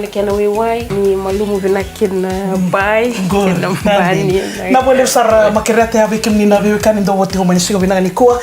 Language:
Fijian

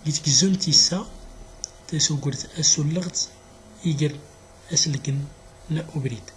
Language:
Central Atlas Tamazight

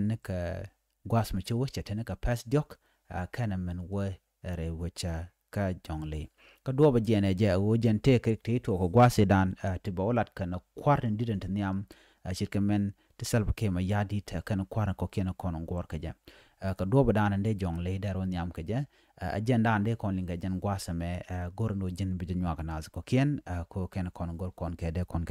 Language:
Nuer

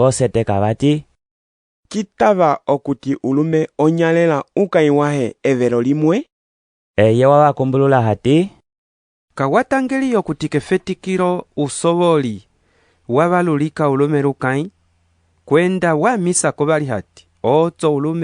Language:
Umbundu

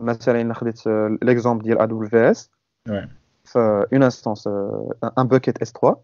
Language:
Moroccan Arabic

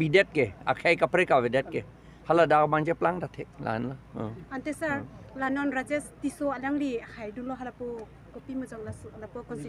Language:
Karbi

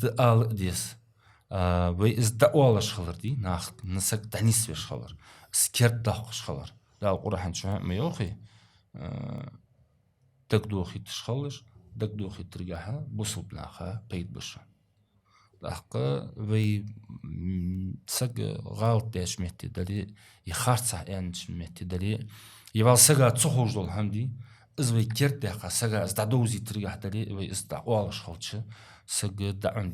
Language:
Ingush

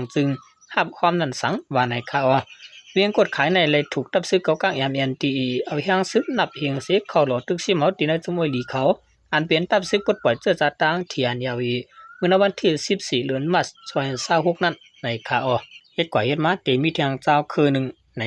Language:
Shan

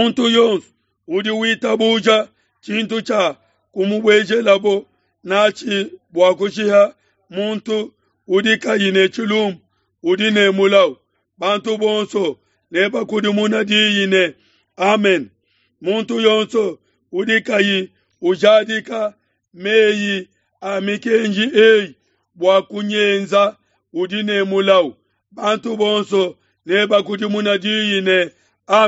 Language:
Luba-Lulua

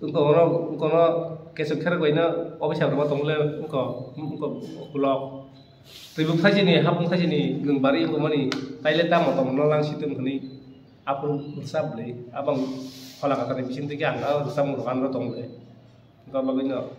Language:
Kok Borok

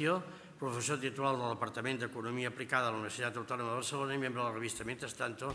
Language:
Catalan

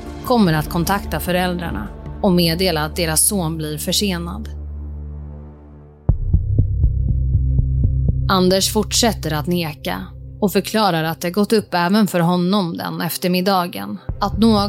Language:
Swedish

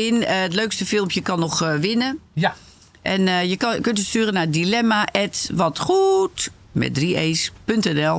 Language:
Dutch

